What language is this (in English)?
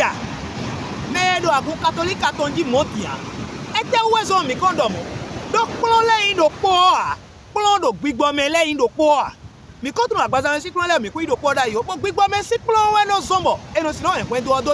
Fon